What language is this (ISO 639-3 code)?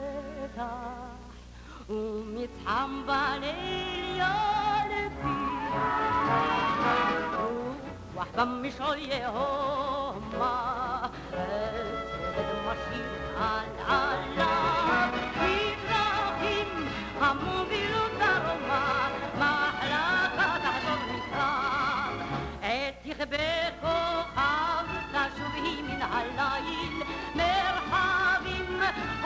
heb